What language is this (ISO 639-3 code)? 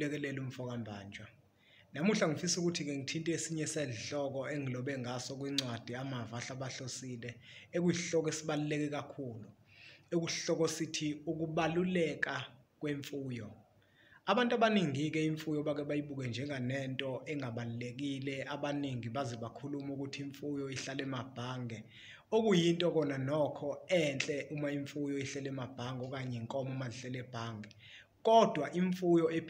zul